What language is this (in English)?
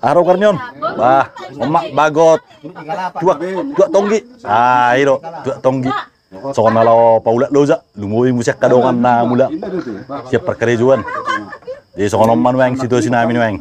Batak Toba